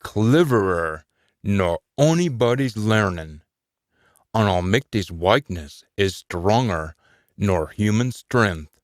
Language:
Scots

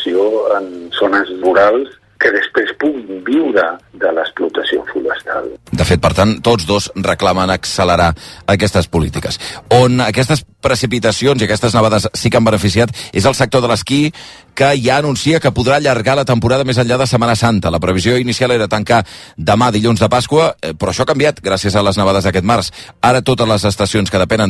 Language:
Catalan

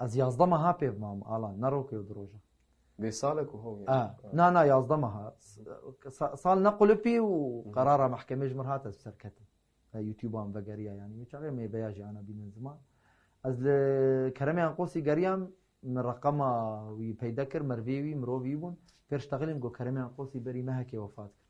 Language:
Kurdish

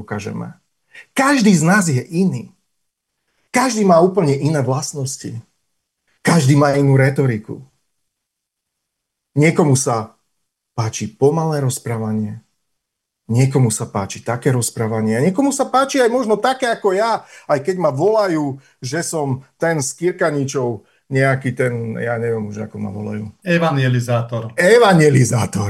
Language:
Slovak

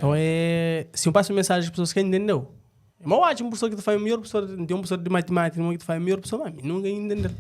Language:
Kabuverdianu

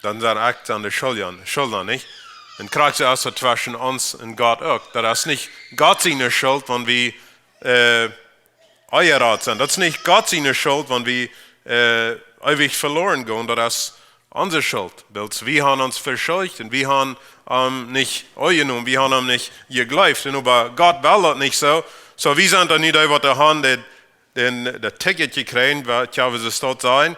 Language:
Plautdietsch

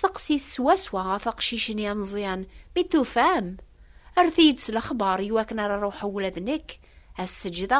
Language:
Kabyle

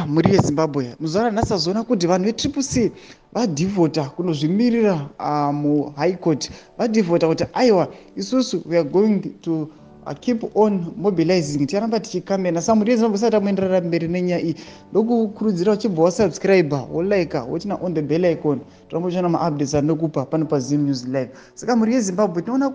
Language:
Shona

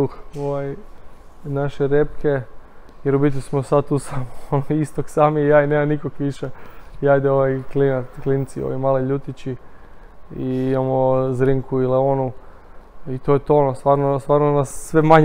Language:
Croatian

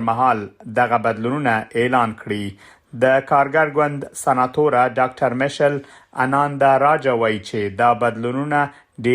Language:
Pashto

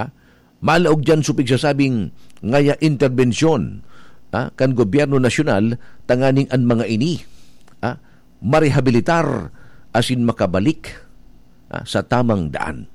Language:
Bikol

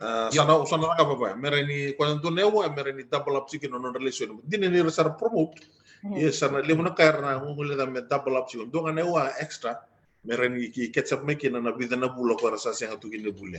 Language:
Fijian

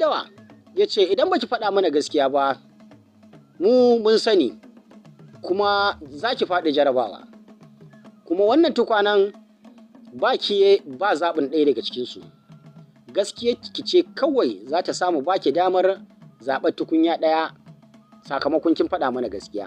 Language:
Hausa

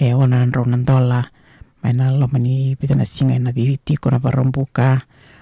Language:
Fijian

